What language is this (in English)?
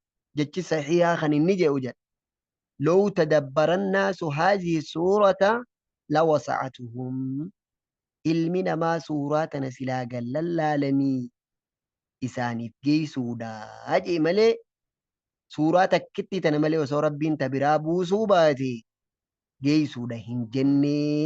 Oromo